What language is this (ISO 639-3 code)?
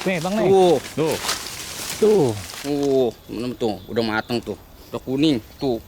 bew